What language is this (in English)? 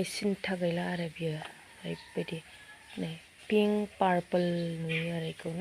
Bodo